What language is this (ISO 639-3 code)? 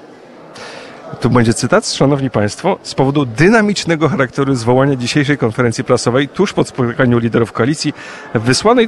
pol